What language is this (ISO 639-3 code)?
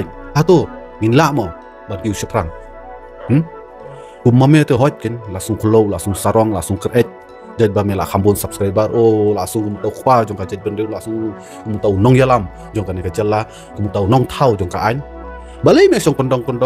kha